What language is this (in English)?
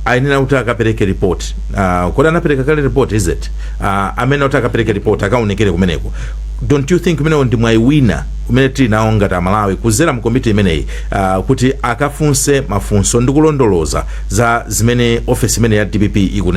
Nyanja